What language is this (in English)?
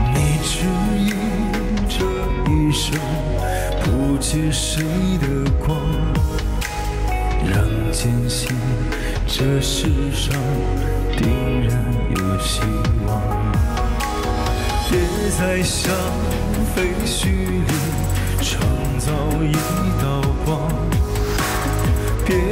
Chinese